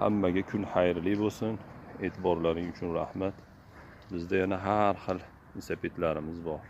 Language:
Uzbek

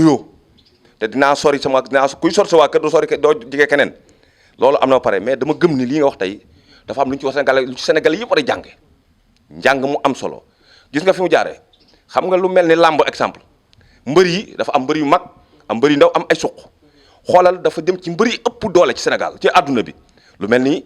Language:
Wolof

